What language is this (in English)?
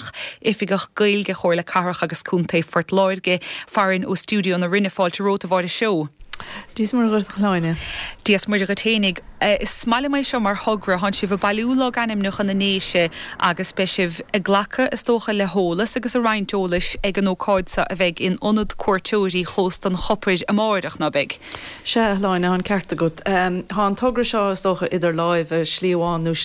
Irish